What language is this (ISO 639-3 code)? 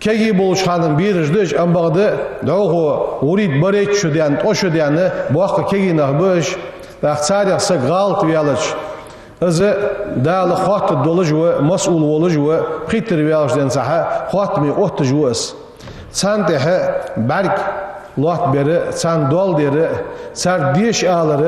inh